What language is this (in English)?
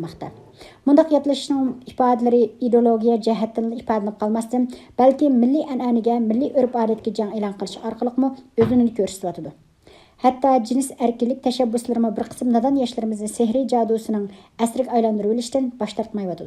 Uyghur